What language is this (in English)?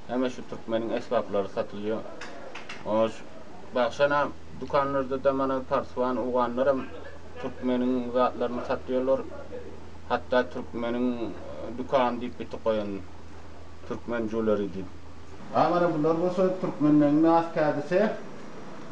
Turkmen